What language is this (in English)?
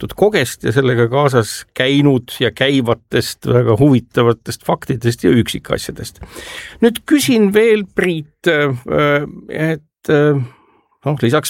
Estonian